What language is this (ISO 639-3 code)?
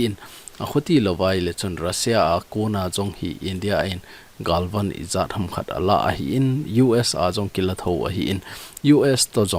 tcz